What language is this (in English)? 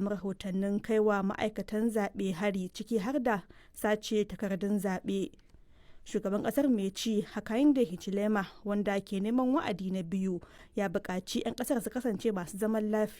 Hausa